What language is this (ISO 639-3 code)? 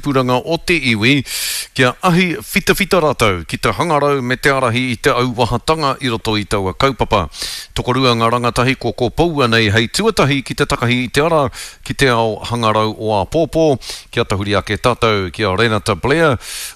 mri